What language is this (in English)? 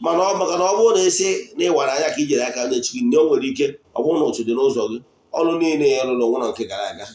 Igbo